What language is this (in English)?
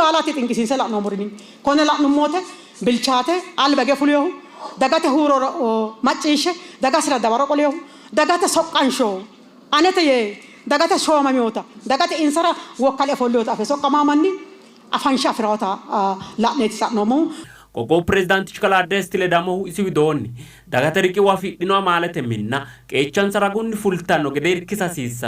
Sidamo